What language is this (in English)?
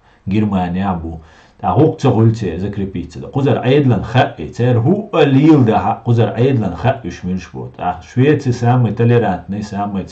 Chechen